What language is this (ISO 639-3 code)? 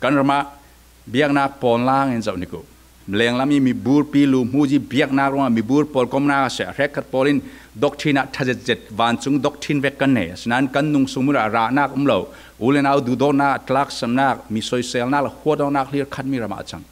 cfm